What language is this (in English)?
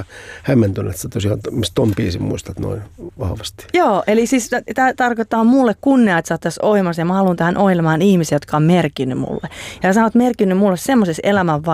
Finnish